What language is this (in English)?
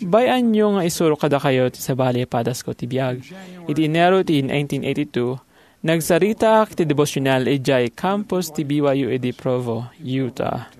Iloko